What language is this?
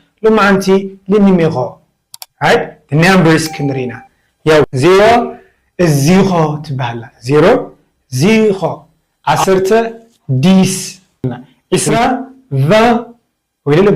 Tigrinya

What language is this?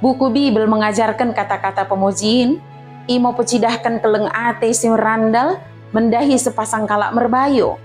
Batak Dairi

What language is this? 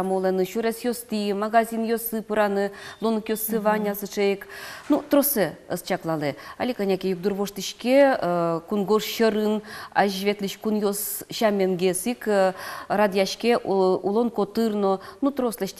Udmurt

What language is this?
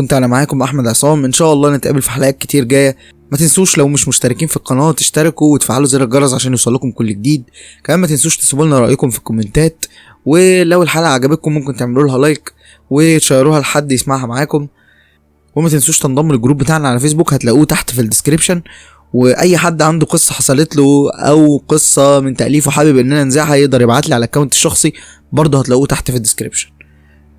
Egyptian Arabic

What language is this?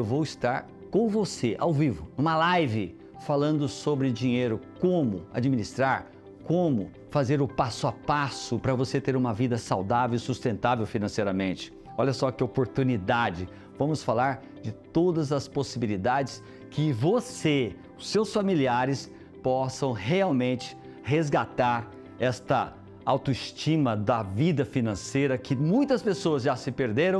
Portuguese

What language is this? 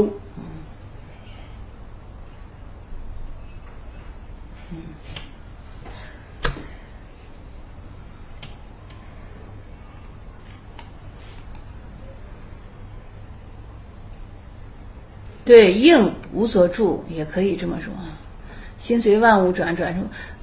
Chinese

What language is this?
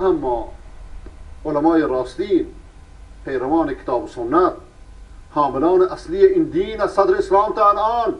Persian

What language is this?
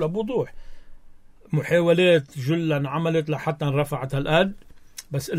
North Levantine Arabic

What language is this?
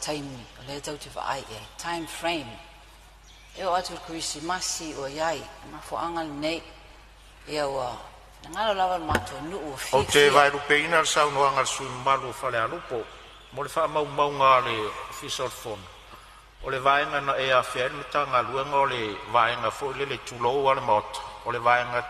Samoan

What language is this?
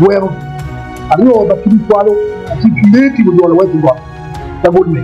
Acoli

